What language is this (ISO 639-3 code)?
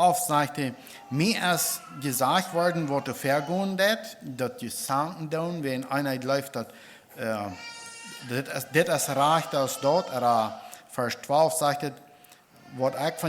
pdt